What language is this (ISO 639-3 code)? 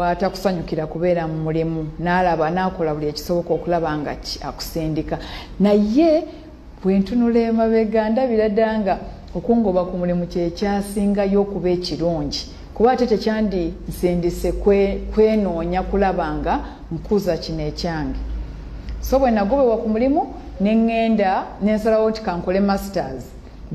lug